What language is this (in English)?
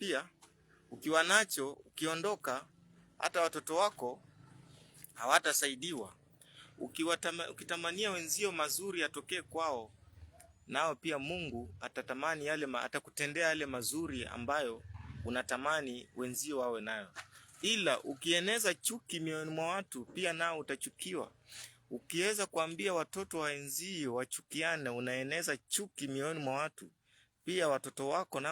Swahili